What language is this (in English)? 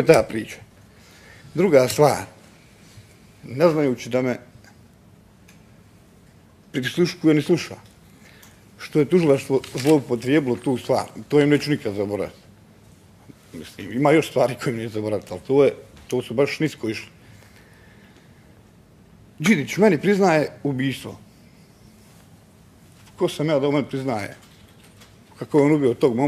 Bosnian